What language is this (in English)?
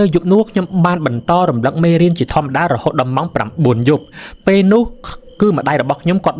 Khmer